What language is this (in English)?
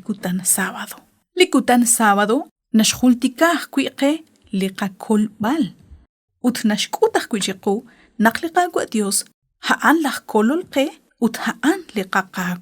Kekchí